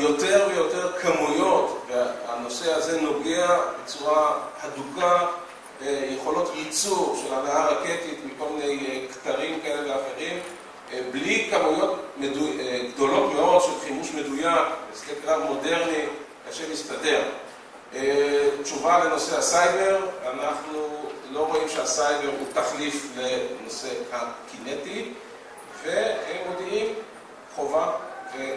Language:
Hebrew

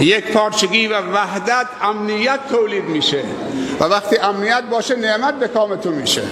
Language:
Persian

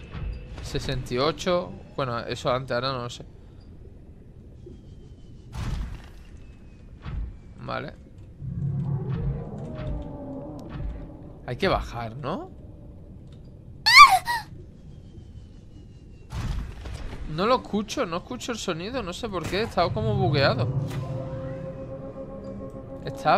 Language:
Spanish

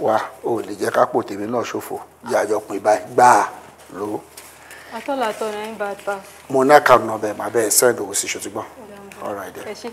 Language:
Yoruba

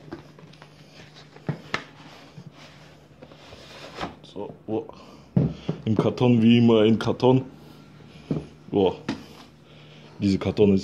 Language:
German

